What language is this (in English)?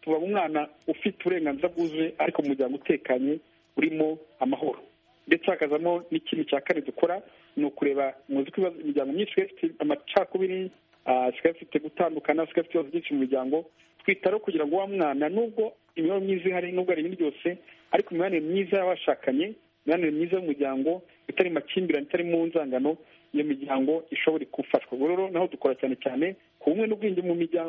Kinyarwanda